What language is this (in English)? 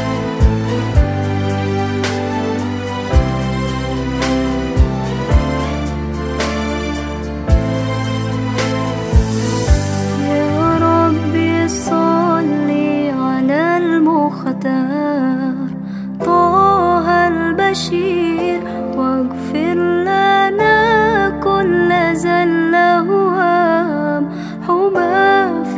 Arabic